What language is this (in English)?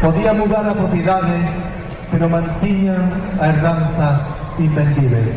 Galician